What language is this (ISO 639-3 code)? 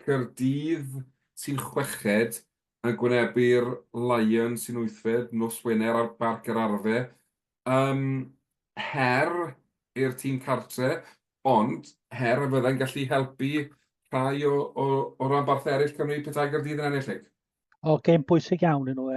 cym